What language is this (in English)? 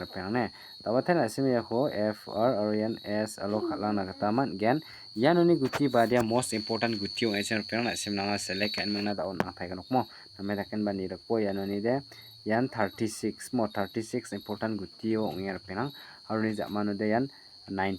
Garo